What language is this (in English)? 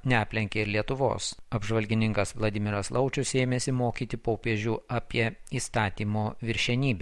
Lithuanian